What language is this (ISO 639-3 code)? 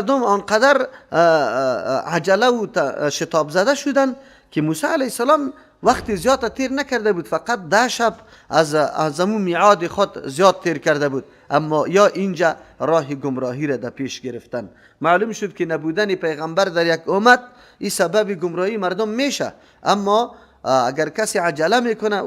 fas